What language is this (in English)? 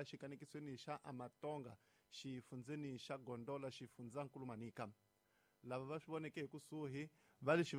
Tsonga